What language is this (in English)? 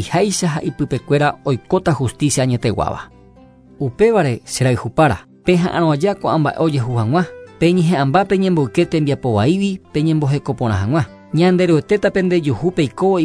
Guarani